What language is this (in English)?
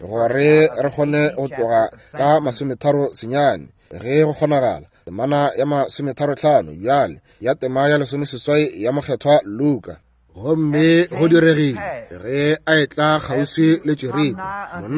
Northern Sotho